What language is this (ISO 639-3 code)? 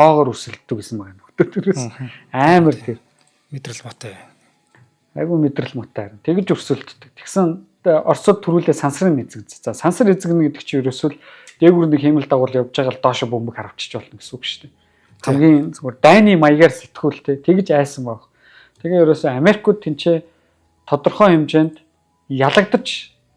mon